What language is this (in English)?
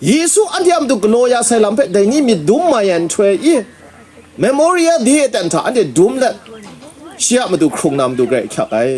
Kachin